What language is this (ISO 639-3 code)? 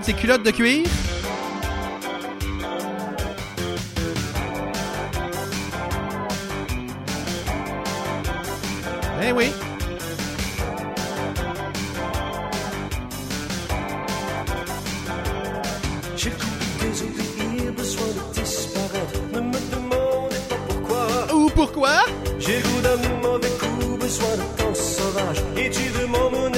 fra